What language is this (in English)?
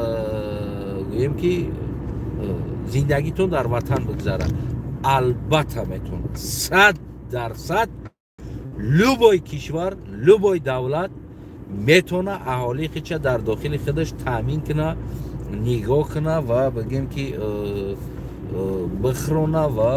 Tajik